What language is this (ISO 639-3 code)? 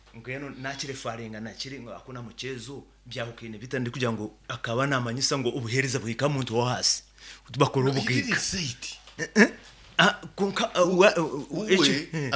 nyo